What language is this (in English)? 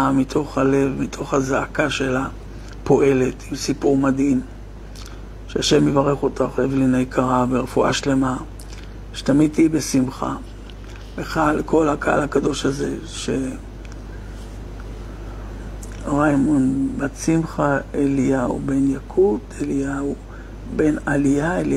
Hebrew